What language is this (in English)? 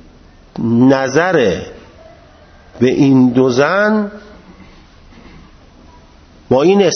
Persian